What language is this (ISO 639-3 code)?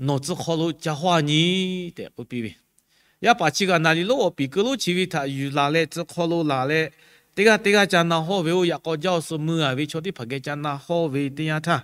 lhu